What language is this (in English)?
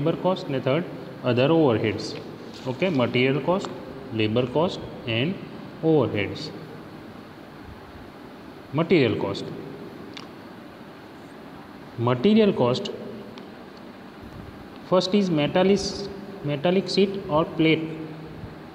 Gujarati